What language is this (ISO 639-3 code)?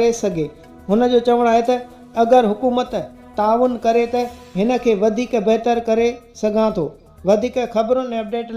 snd